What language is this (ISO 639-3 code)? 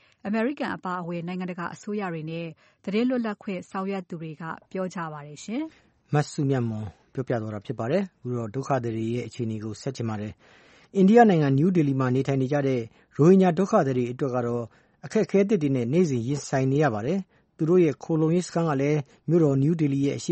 mya